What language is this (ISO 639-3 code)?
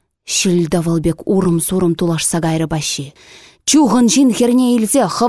chv